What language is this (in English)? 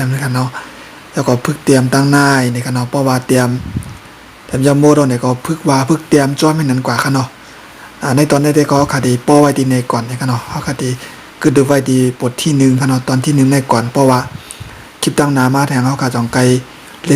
Shan